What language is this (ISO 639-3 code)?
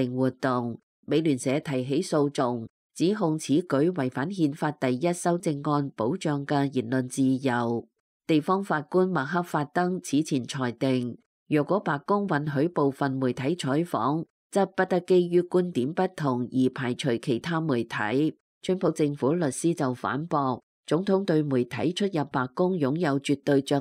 yue